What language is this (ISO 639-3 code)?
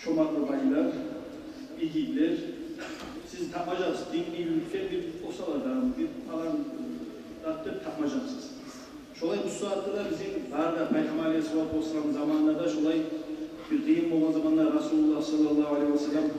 kum